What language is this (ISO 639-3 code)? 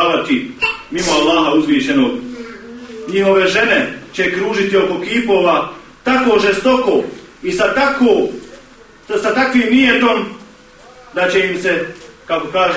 bos